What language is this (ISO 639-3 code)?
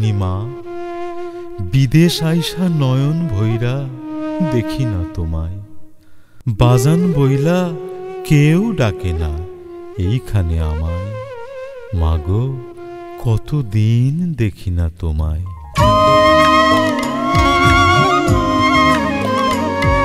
ben